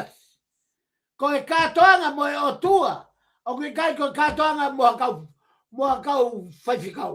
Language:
Tongan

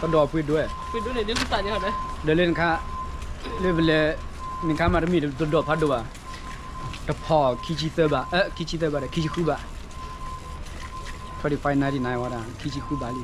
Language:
S'gaw Karen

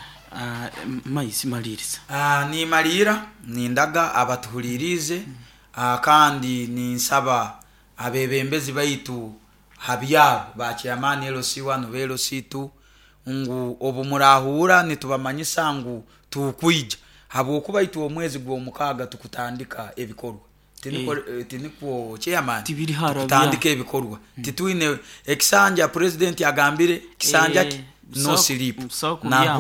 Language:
Nyoro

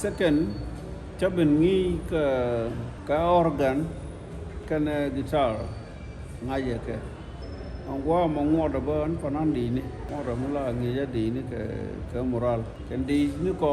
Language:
Nuer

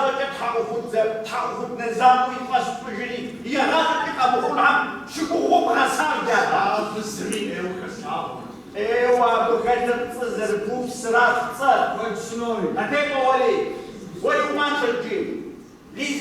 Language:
Kabardian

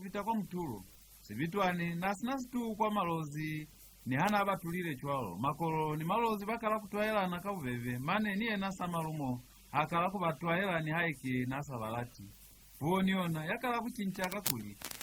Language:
Lozi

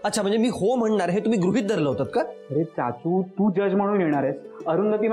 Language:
Marathi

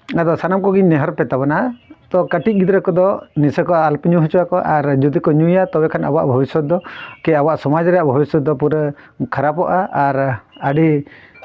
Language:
Santali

